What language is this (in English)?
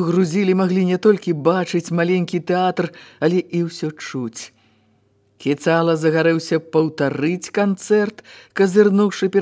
Belarusian